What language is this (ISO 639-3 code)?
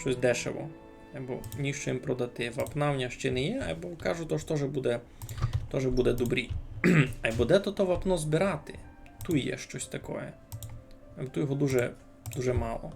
rue